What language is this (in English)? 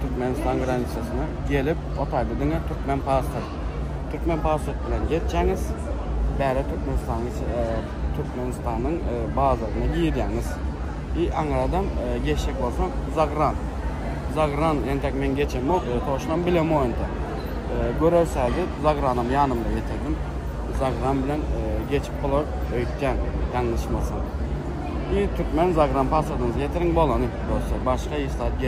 Turkmen